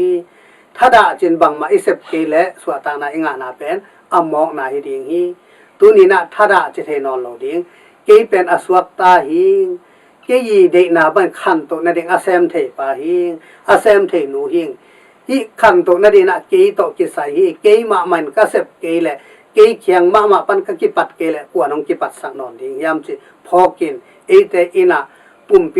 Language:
Tedim Chin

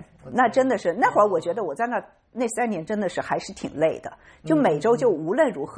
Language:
Chinese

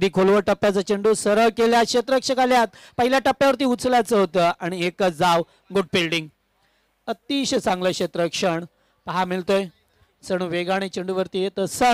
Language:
Marathi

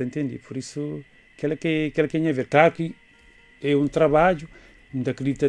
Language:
Kabuverdianu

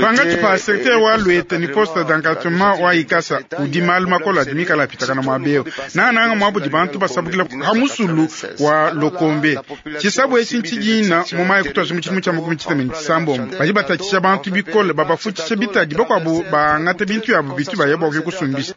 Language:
Luba-Lulua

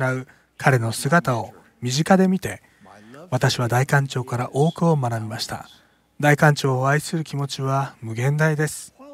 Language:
Japanese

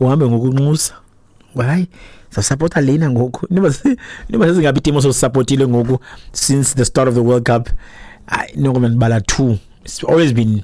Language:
Xhosa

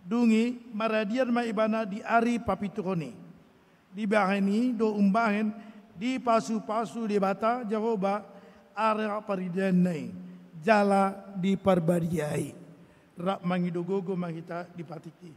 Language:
Batak Toba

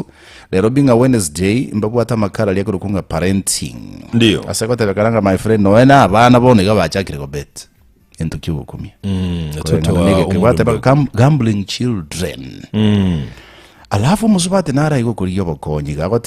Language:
Gusii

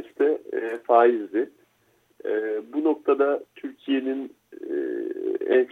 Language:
Turkish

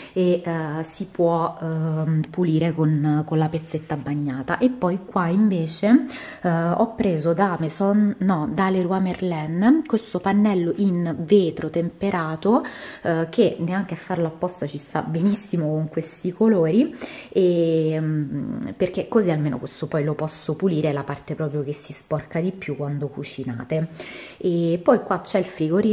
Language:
Italian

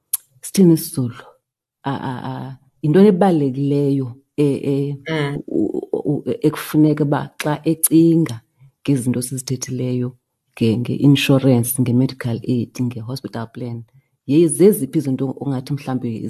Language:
Xhosa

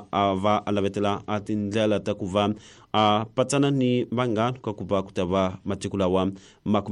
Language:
Tsonga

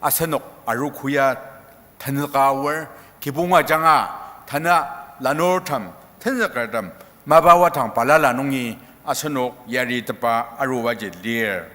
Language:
Ao Naga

